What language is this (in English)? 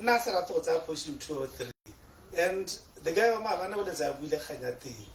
Tswana